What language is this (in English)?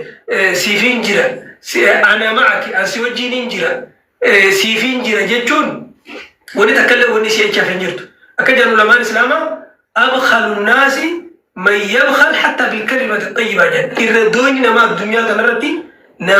Oromo